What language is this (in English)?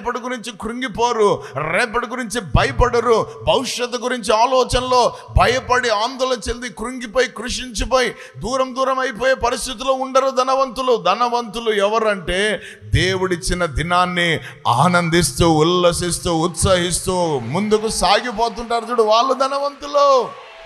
Telugu